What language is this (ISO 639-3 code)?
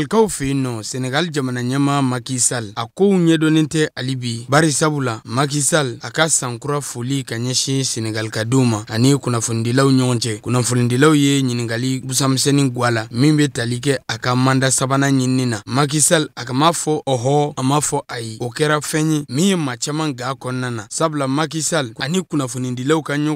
bam